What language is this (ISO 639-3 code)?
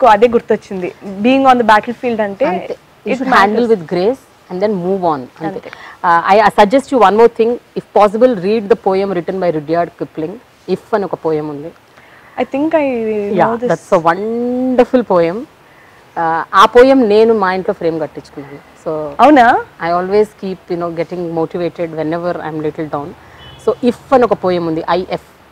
tel